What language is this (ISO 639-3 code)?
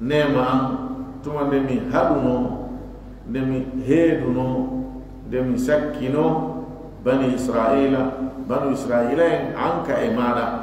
ful